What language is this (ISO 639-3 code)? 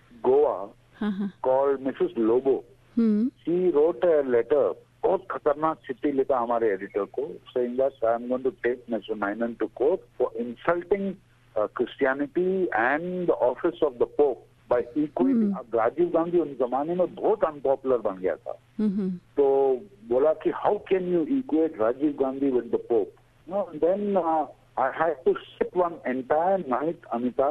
hin